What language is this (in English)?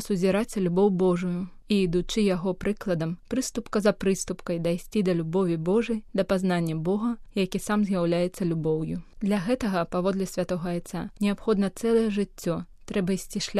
Belarusian